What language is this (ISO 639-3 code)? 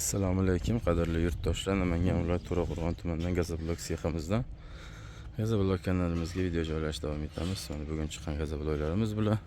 uzb